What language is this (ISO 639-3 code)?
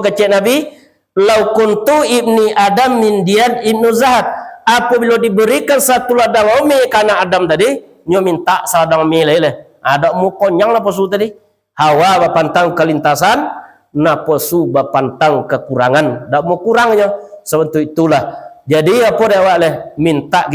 min